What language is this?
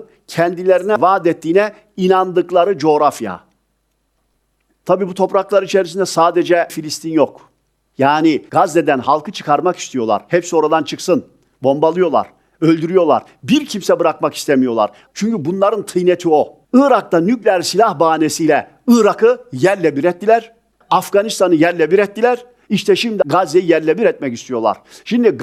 Turkish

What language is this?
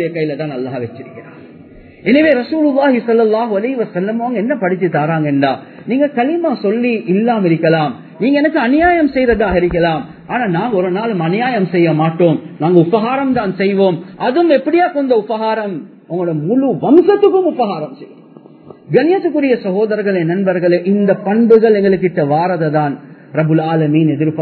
Tamil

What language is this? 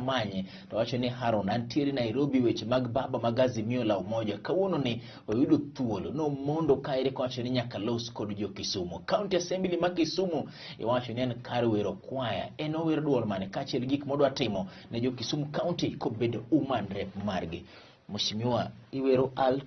Luo (Kenya and Tanzania)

